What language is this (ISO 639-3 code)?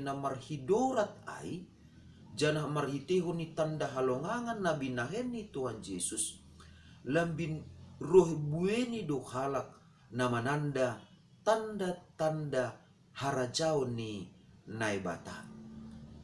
bts